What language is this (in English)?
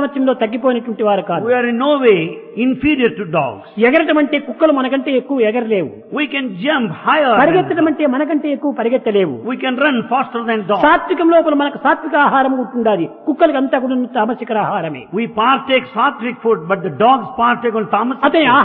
Telugu